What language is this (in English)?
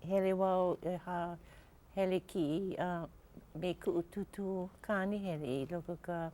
Hawaiian